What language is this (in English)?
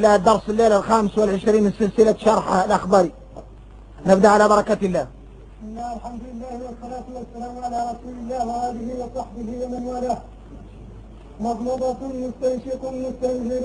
Arabic